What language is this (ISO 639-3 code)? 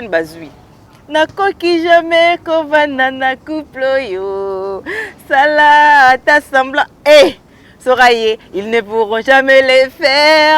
lin